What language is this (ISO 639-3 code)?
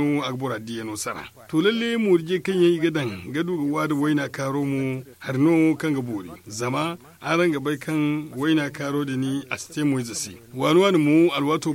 dje